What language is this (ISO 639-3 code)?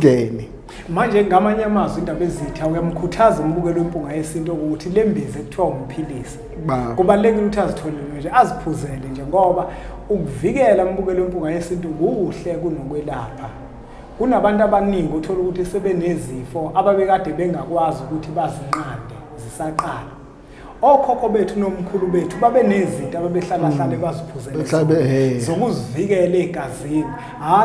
zul